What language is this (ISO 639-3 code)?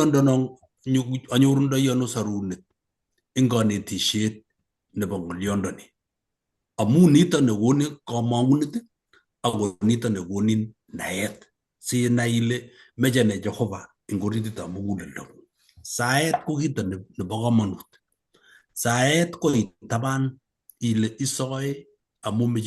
kln